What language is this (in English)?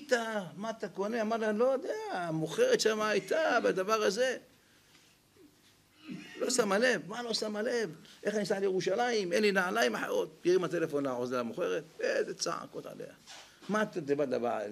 Hebrew